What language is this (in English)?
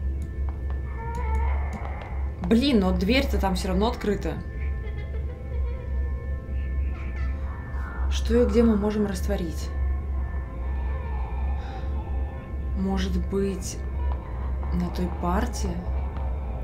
Russian